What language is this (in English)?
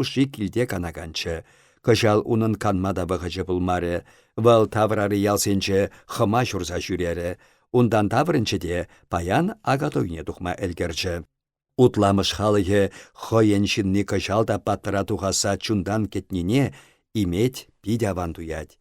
Chuvash